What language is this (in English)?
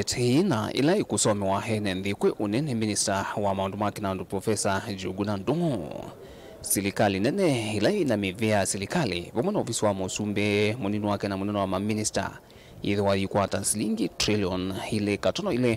Kamba